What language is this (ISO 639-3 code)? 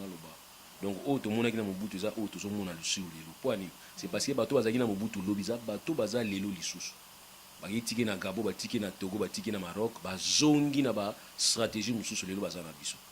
lin